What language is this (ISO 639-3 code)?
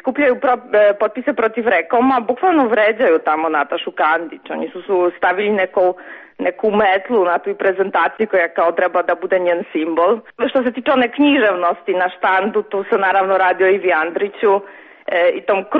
srp